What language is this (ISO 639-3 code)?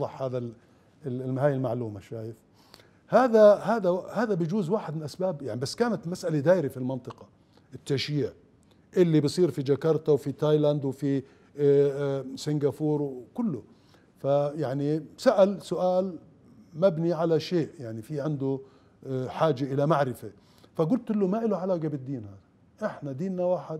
acm